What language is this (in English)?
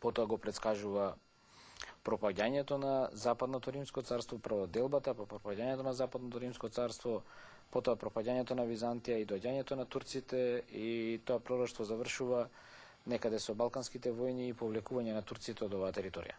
Macedonian